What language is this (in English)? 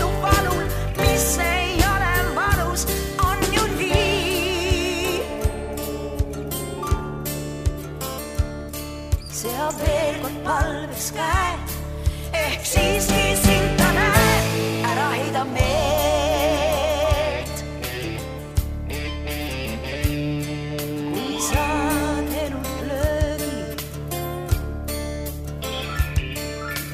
Estonian